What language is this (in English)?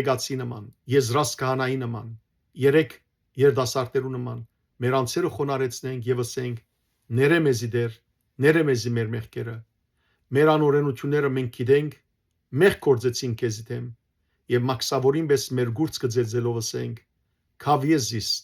Western Armenian